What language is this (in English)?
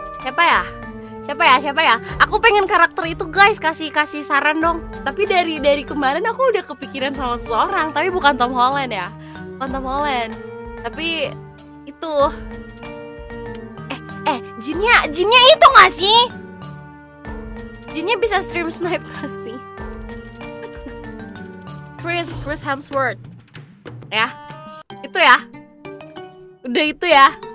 Indonesian